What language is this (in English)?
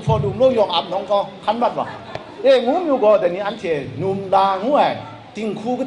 Kachin